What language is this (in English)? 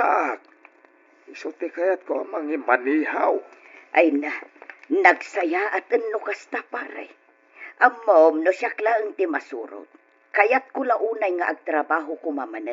Iloko